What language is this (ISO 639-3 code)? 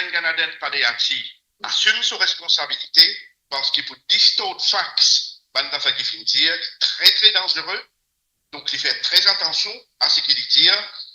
mfe